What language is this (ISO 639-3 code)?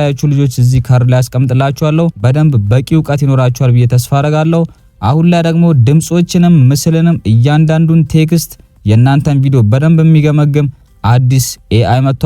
amh